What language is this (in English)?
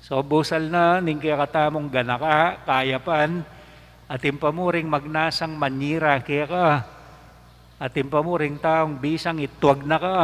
Pampanga